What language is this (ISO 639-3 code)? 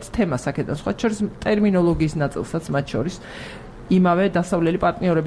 kat